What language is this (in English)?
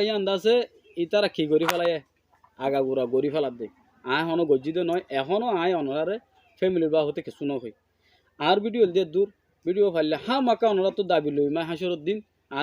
Rohingya